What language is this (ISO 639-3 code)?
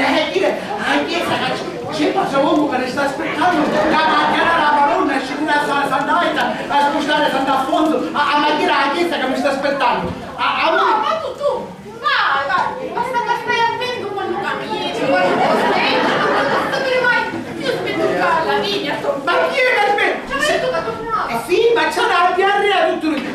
scn